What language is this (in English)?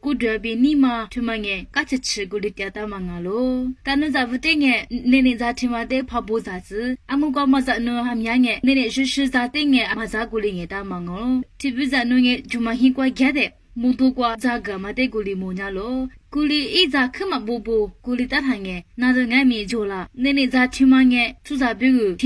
Lisu